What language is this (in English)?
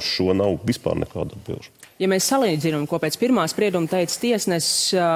Latvian